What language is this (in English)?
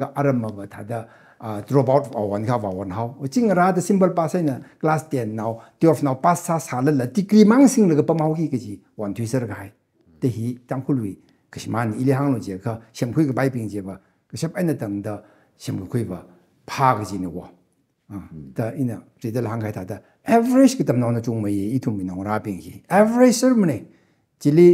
Tangkhul Naga (India)